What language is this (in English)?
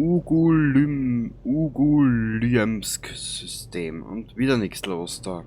Bavarian